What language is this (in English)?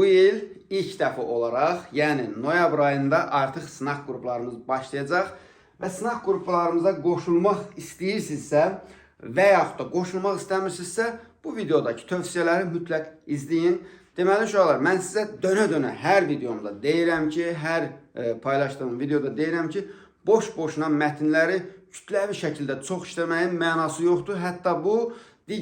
Azerbaijani